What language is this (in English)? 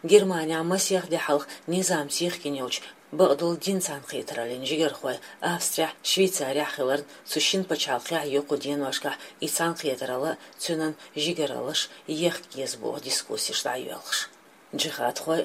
Chechen